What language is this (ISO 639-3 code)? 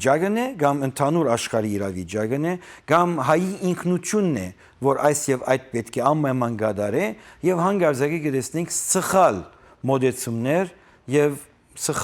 hyw